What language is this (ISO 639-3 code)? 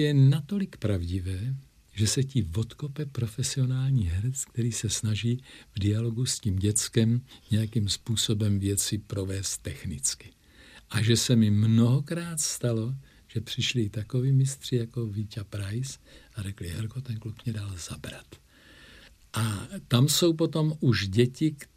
ces